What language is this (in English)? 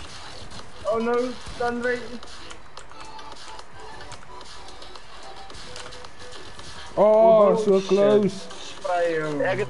Afrikaans